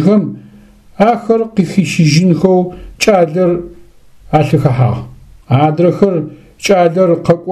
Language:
Adyghe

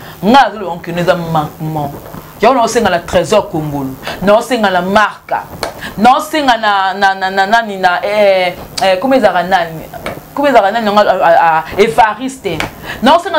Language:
Lingala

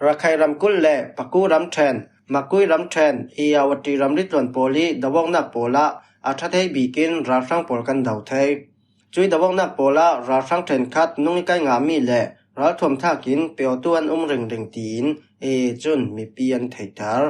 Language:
Falam Chin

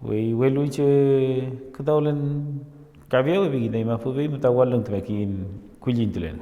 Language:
Mapuche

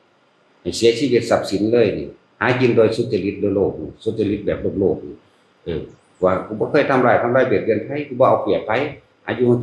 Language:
Northeastern Thai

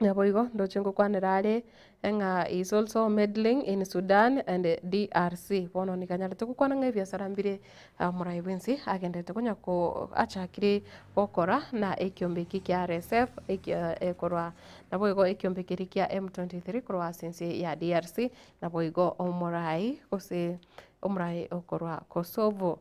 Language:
Gusii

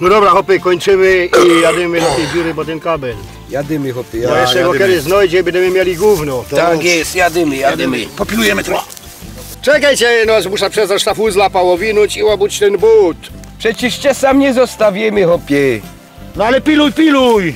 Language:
Silesian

